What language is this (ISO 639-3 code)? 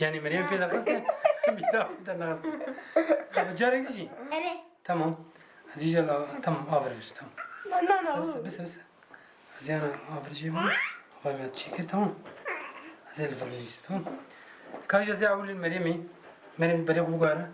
kur